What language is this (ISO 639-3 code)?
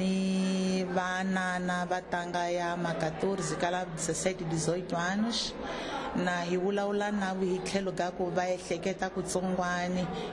tso